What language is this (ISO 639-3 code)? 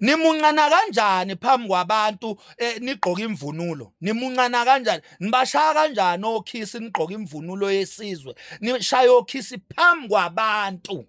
zul